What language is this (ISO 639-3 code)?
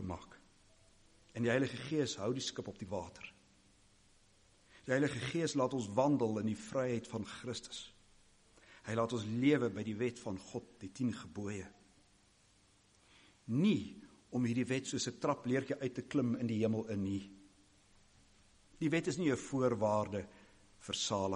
afr